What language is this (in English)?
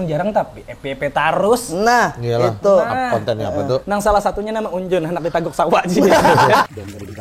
Banjar